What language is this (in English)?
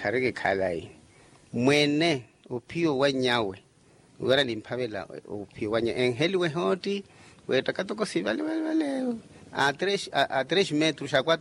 Makhuwa